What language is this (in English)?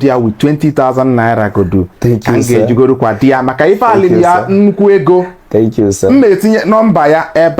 Igbo